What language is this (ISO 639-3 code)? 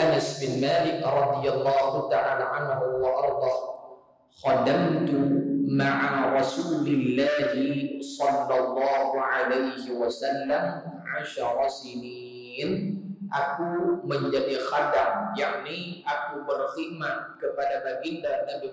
msa